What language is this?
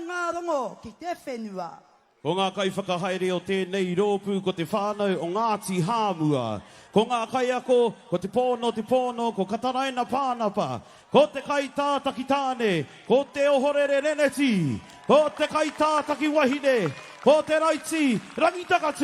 Māori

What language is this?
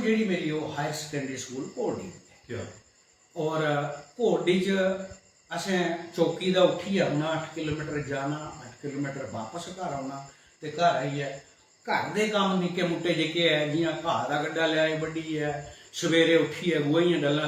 Dogri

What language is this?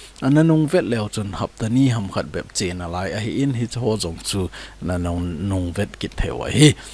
Thado Chin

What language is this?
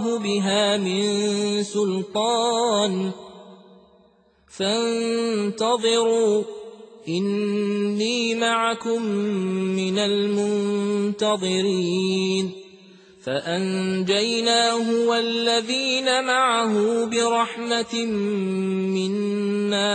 Arabic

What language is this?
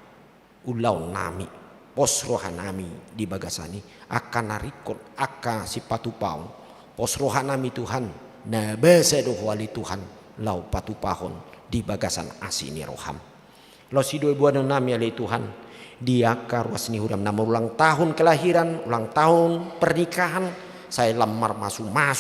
Batak Toba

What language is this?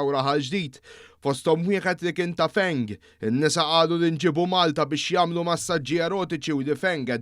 Maltese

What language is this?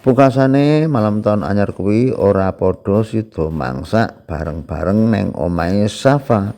Javanese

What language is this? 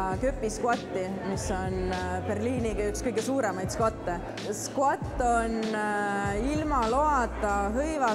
Estonian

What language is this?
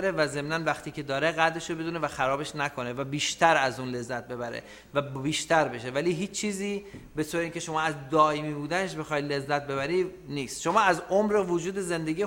Persian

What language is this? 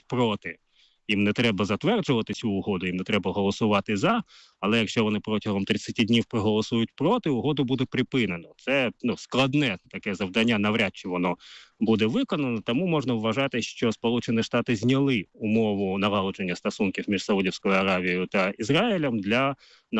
Ukrainian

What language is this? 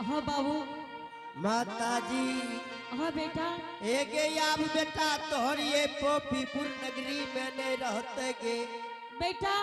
Angika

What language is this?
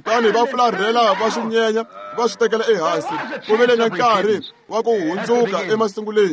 Tsonga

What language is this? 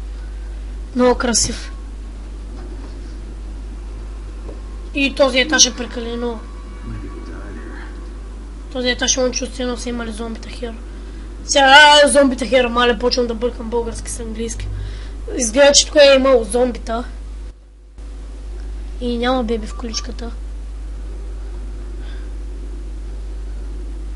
Bulgarian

